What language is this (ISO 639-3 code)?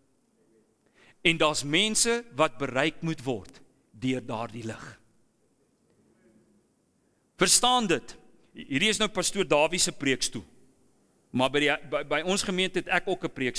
afr